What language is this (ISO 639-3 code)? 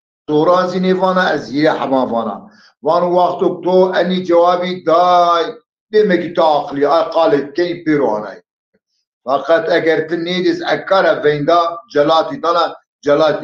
zza